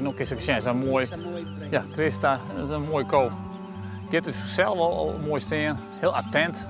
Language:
Western Frisian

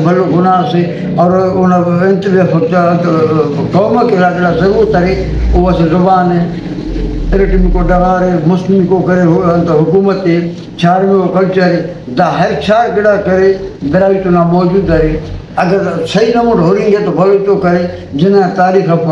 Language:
Brahui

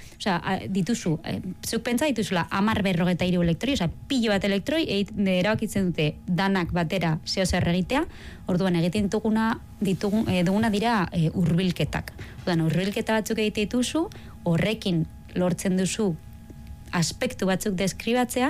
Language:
Basque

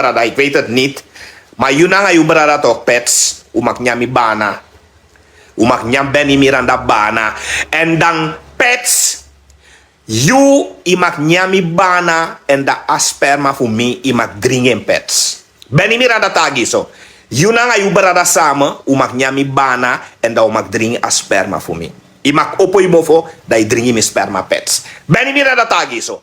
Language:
Sranan Tongo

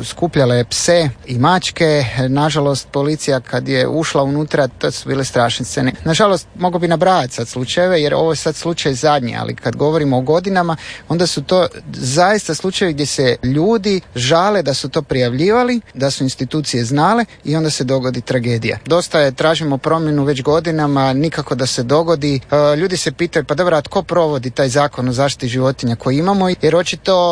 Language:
Croatian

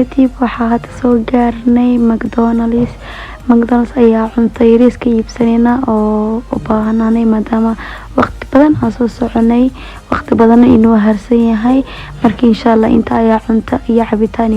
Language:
Somali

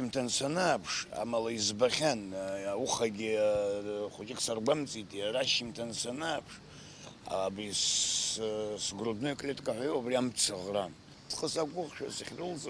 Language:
Abkhazian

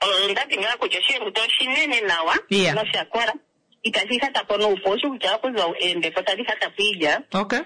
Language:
Kuanyama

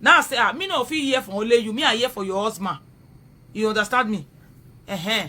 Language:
Nigerian Pidgin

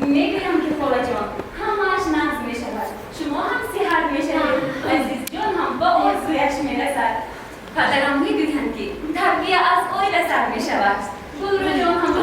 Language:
Tajik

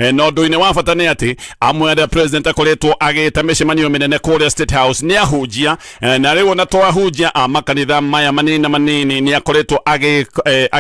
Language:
Kikuyu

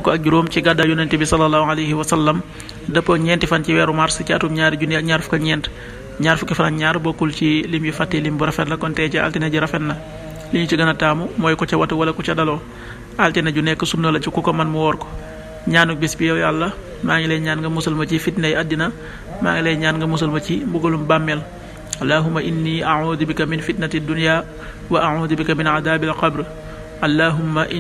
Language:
Wolof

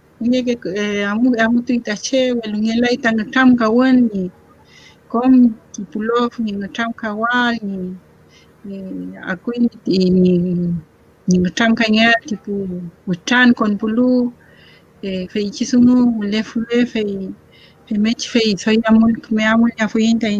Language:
Mapuche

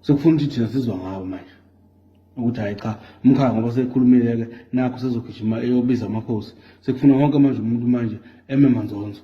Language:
Zulu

